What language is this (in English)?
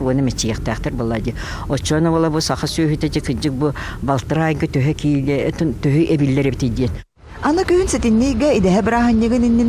Yakut